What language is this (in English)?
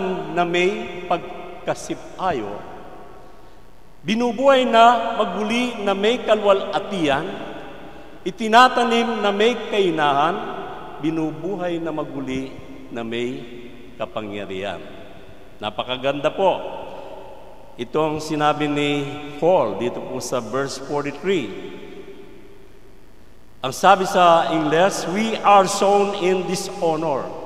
Filipino